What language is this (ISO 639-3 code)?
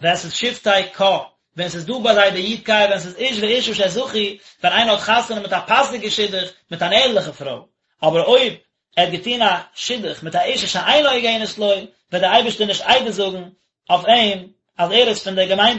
yid